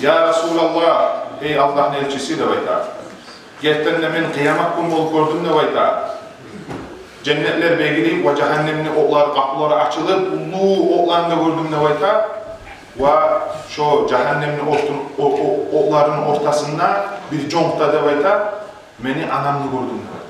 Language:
Kumyk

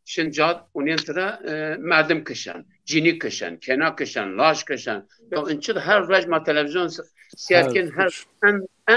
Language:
Zaza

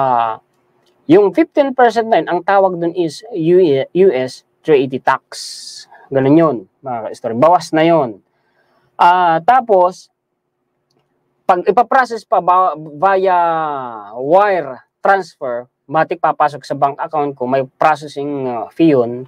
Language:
Filipino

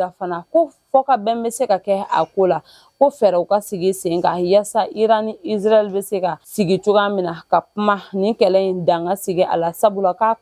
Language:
Bambara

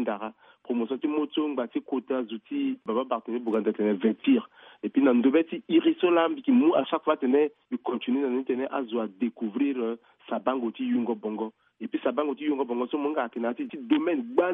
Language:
Sango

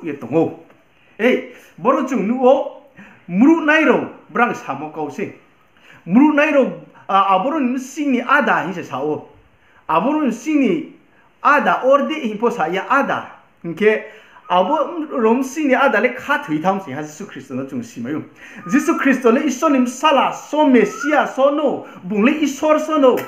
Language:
Riang (India)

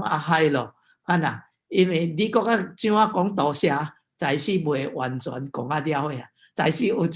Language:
Min Nan Chinese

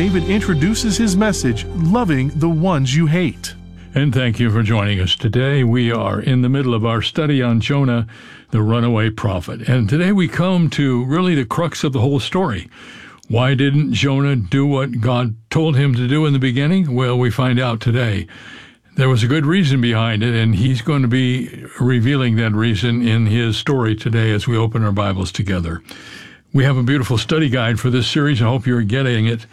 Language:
English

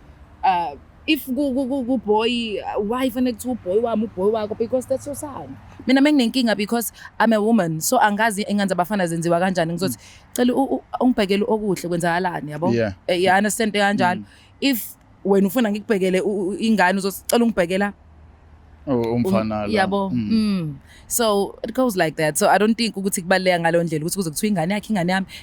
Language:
Zulu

